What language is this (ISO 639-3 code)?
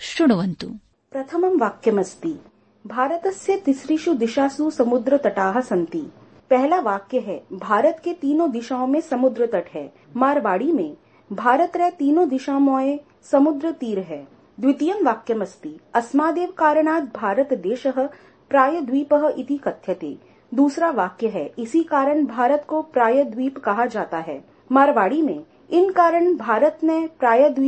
san